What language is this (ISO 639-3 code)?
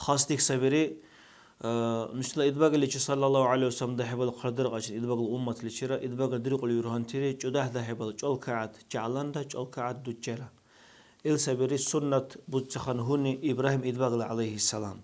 dar